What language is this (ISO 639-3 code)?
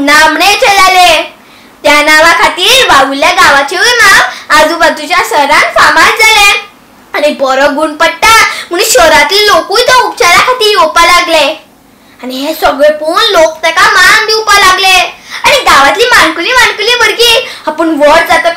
kok